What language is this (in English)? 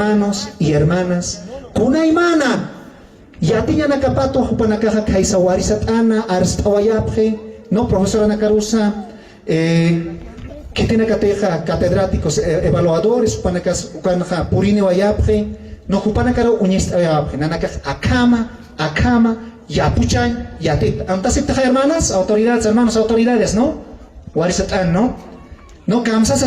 Aymara